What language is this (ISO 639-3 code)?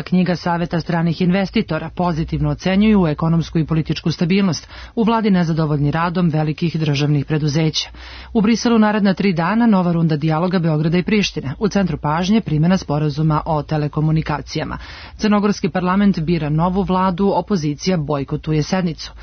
srp